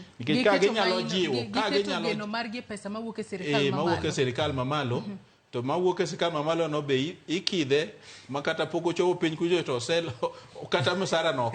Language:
Luo (Kenya and Tanzania)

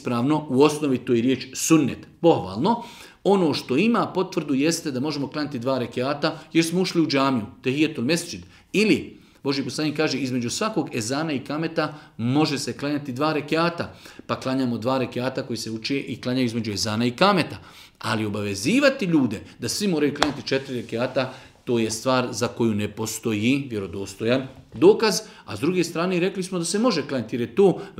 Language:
Bosnian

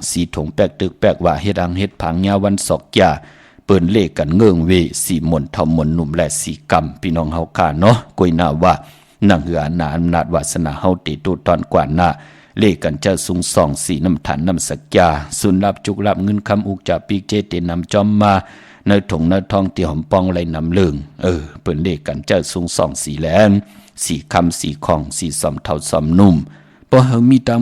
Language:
Shan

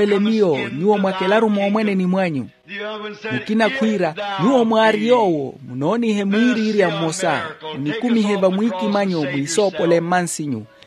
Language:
Makhuwa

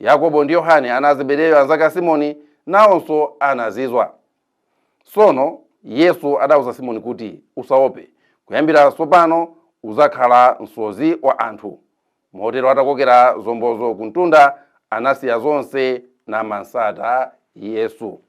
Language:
Nyanja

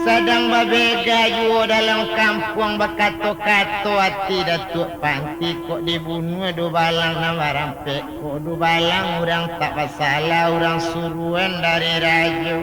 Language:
Minangkabau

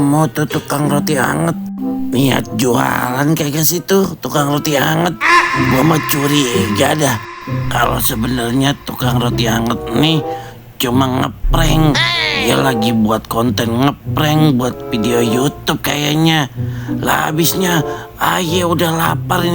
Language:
Betawi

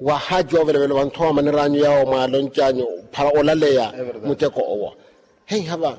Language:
Makhuwa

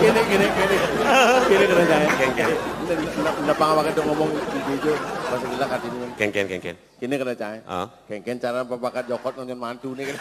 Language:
Balinese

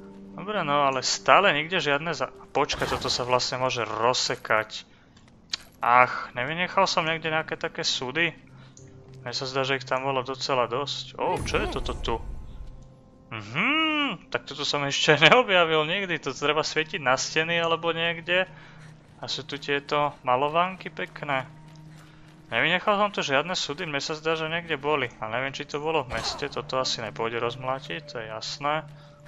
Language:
Slovak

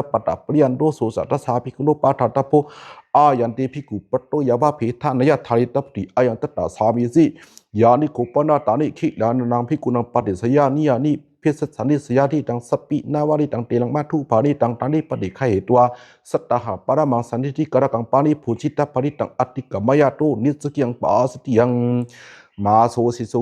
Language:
Pali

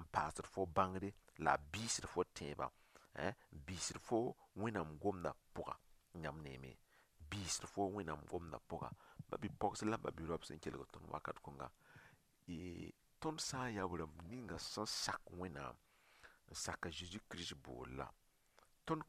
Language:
Mossi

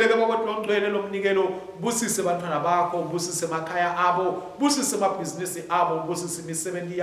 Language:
Swati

